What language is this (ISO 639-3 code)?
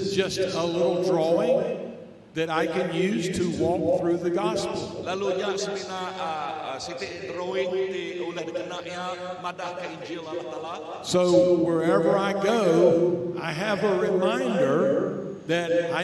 iba